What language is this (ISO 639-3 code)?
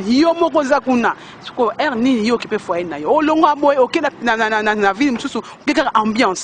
lin